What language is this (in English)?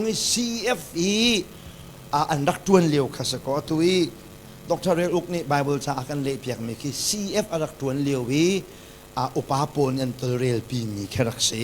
Hakha Chin